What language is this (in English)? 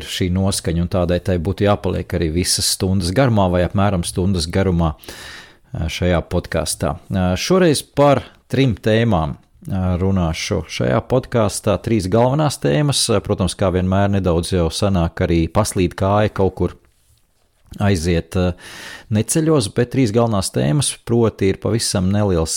Latvian